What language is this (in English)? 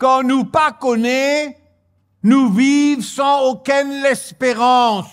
Morisyen